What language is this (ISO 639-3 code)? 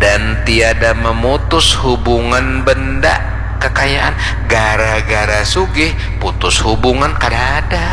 bjn